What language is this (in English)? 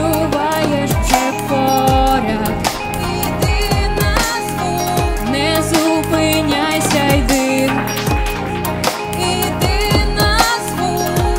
Ukrainian